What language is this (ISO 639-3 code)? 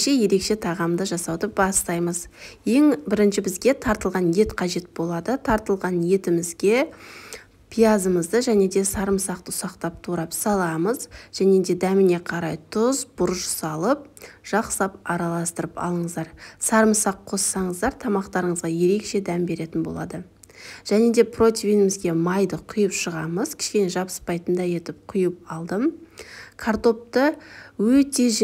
kaz